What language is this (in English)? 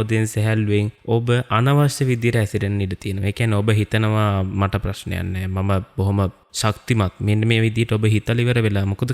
Sinhala